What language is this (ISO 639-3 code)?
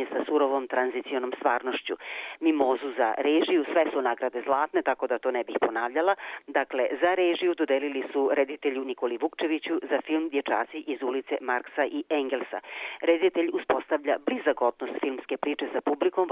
srp